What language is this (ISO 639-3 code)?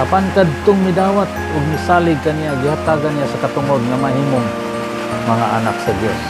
ceb